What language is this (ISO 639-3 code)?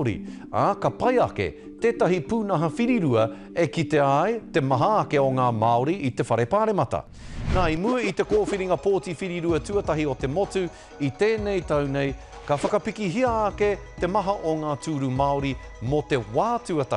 mri